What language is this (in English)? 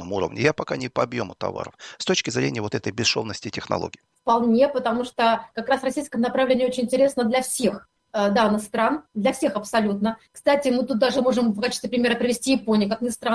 Russian